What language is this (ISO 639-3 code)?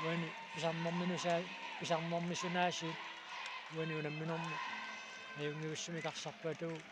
kal